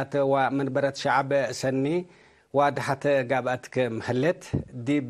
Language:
Tigre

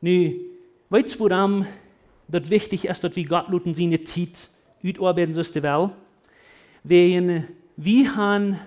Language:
Plautdietsch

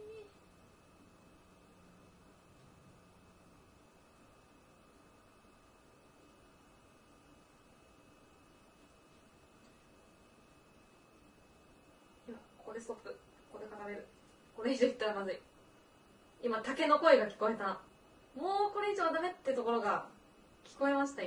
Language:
Japanese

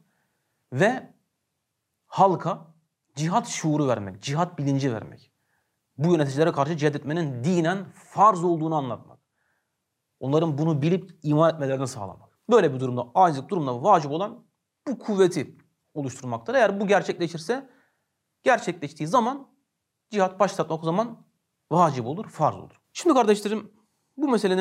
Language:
Turkish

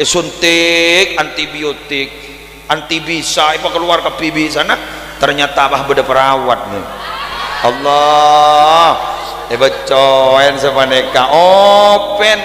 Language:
Madurese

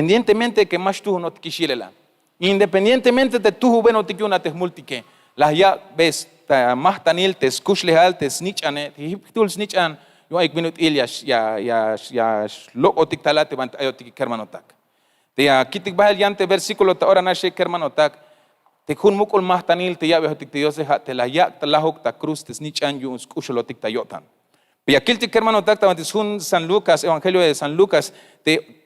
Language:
Tzeltal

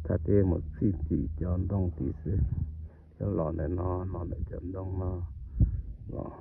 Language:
Hmong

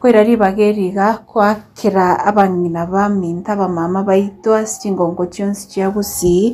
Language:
Gusii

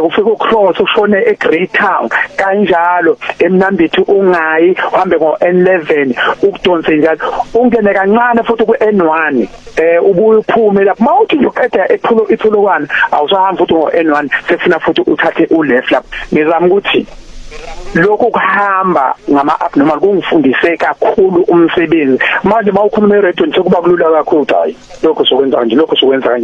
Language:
Zulu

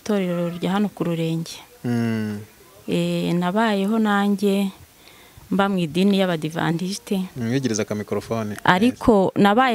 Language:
Kinyarwanda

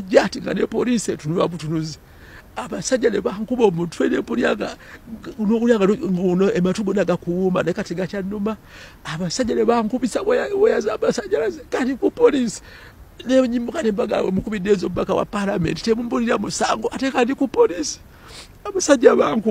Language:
Ganda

